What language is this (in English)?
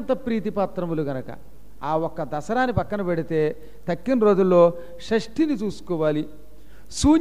Telugu